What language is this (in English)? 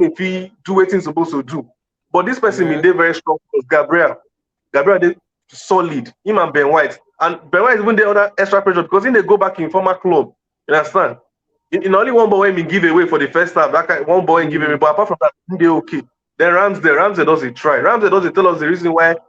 Nigerian Pidgin